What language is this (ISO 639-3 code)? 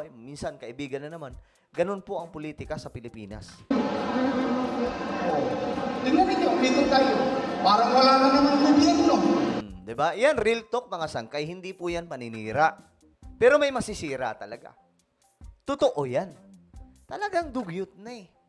fil